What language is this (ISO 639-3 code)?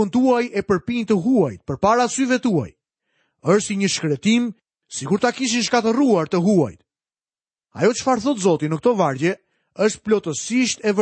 sqi